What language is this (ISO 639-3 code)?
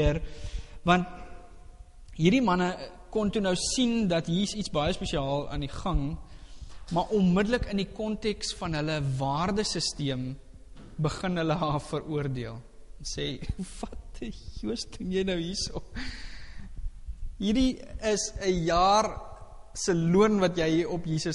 afr